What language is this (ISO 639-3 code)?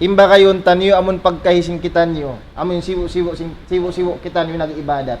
tsg